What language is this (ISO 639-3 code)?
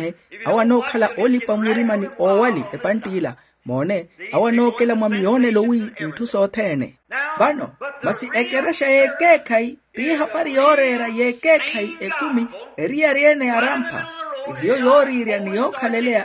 vmw